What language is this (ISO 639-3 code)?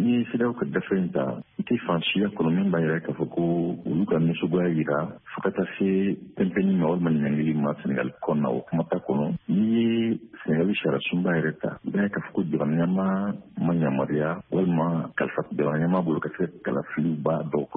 bam